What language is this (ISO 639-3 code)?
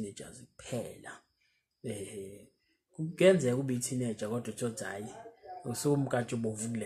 zul